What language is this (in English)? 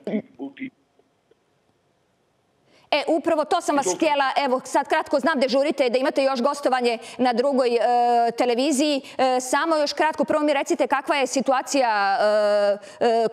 Croatian